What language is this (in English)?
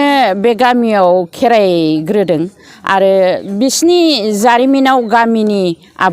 Bodo